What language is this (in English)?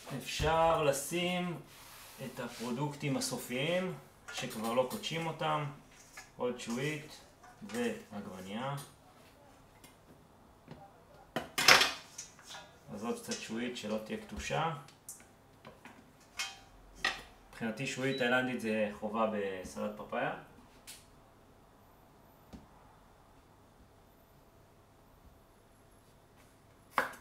Hebrew